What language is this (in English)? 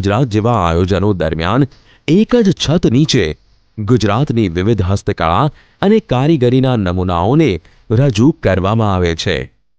Gujarati